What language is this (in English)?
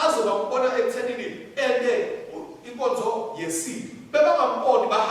Swati